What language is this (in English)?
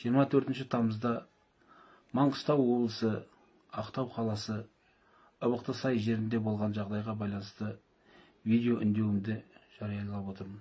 Kazakh